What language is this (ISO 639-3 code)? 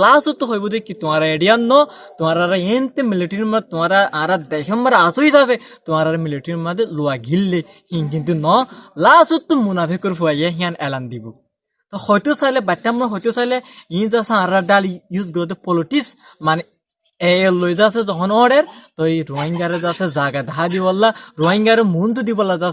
rhg